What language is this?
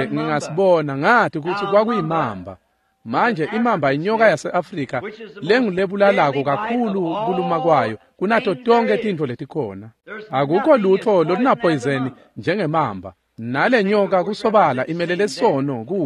Swati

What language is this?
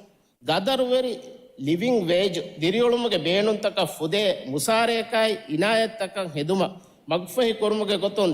Divehi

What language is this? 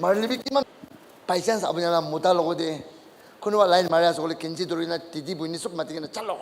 Naga Pidgin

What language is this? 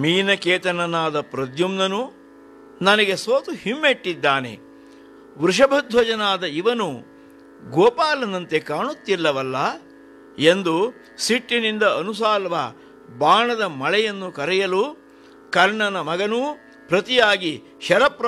Kannada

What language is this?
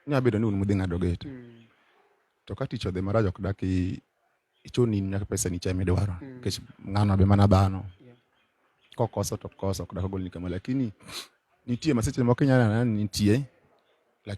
Luo (Kenya and Tanzania)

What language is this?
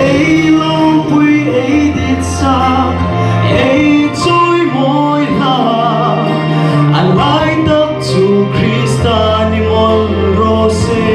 Hmar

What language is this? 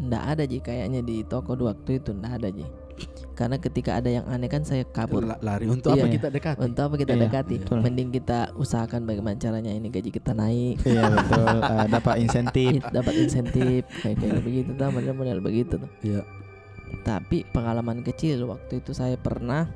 Makassar Malay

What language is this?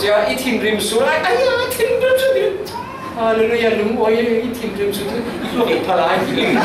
Falam Chin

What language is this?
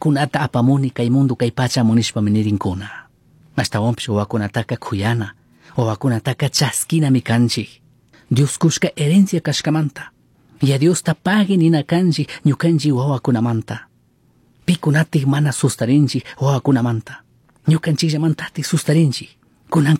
Chimborazo Highland Quichua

